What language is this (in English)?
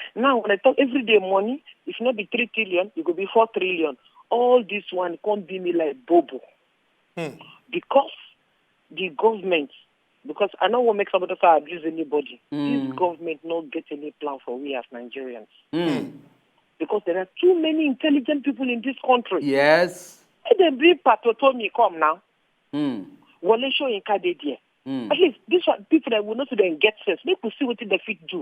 Nigerian Pidgin